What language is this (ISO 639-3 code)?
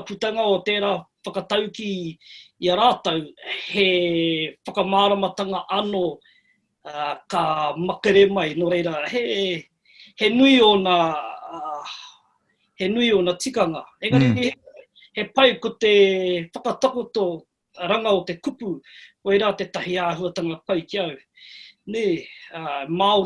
mri